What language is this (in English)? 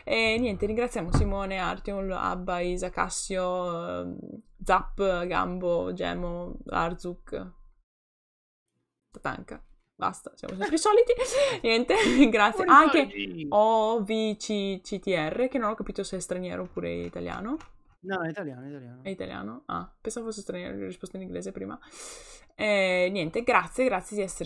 Italian